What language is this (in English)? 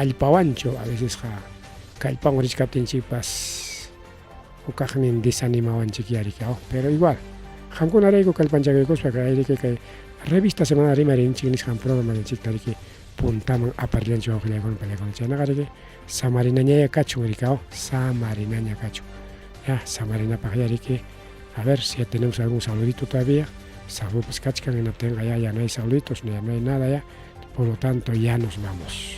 Ayacucho Quechua